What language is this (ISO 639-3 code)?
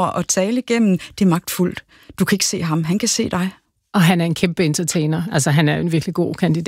dan